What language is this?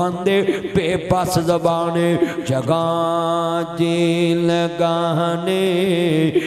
Western Panjabi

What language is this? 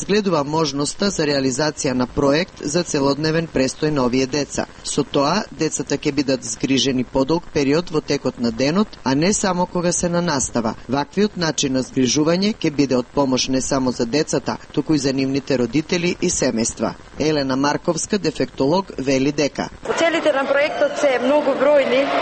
Macedonian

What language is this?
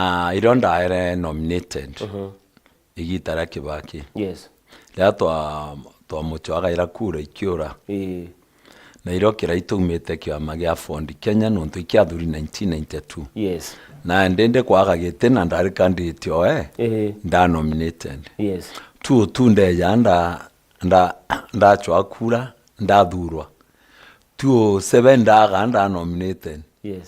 Meru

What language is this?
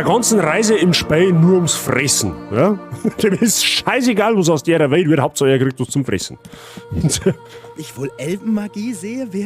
Bavarian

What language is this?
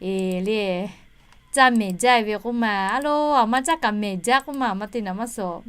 Lahu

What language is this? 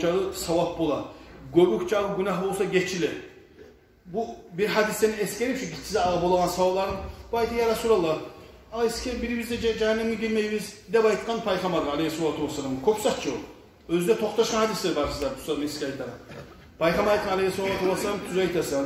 Kumyk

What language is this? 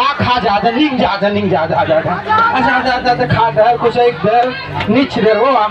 Chhattisgarhi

